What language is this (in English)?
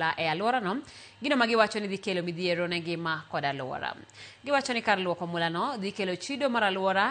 Luo (Kenya and Tanzania)